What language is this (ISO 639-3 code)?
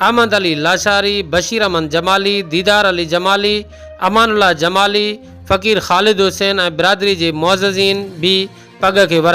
snd